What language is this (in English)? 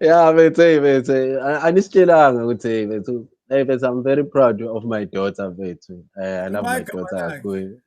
Zulu